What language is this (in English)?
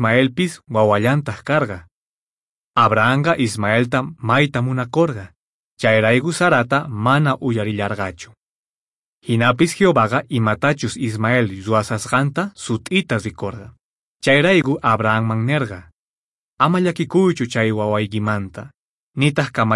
Quechua